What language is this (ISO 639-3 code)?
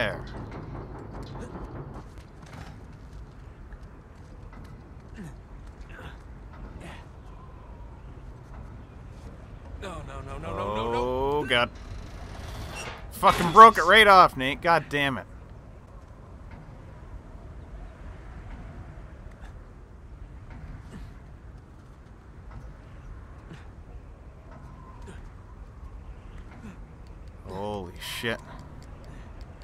eng